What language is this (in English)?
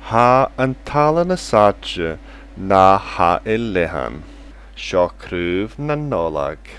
Scottish Gaelic